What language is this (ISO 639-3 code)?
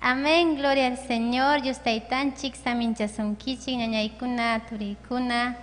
quy